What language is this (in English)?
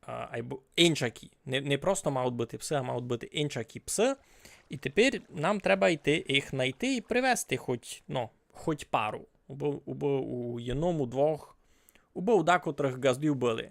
Rusyn